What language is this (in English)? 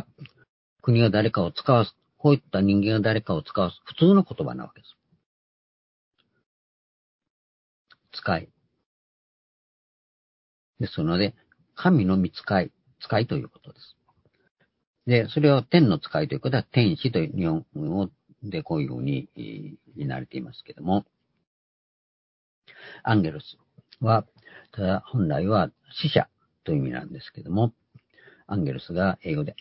Japanese